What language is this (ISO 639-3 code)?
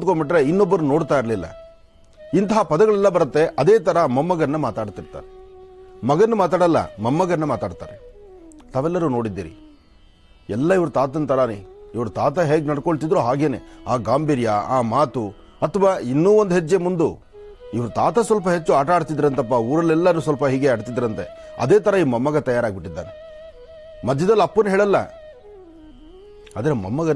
kan